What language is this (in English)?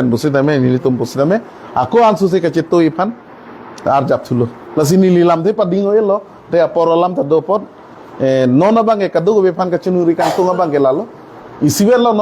Karbi